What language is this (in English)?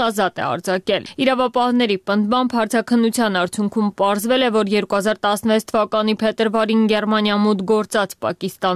Armenian